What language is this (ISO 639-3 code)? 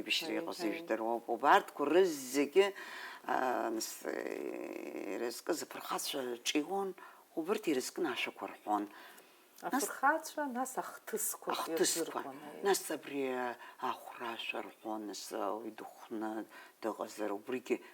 abk